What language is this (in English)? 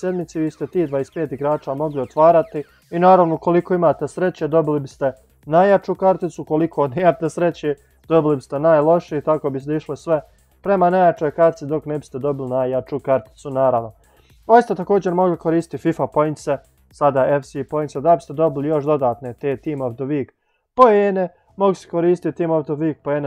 Croatian